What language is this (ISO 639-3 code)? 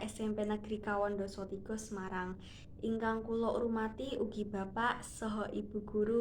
jav